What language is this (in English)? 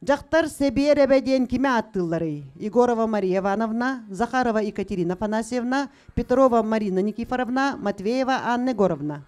Yakut